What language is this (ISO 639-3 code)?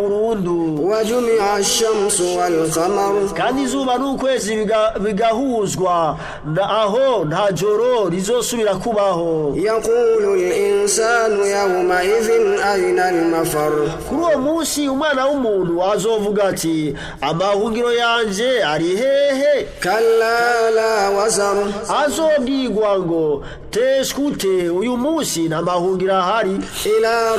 run